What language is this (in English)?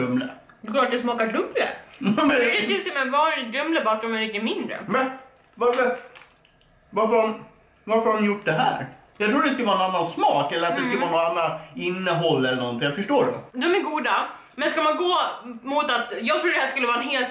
Swedish